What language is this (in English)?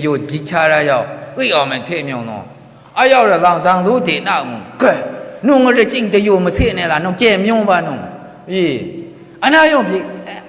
Maru